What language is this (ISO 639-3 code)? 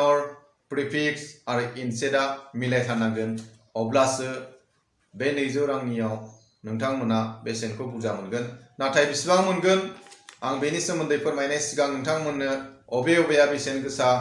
brx